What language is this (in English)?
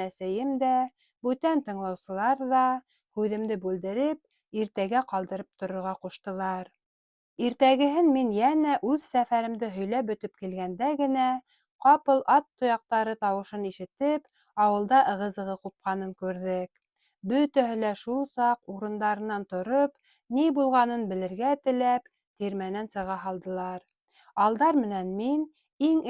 Bashkir